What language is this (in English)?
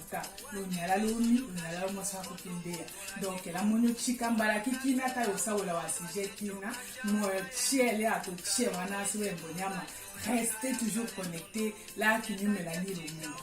Tetela